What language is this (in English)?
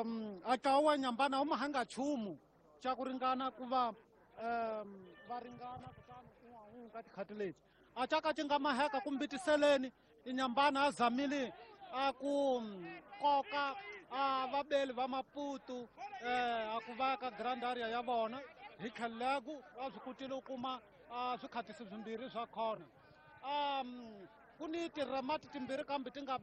Tsonga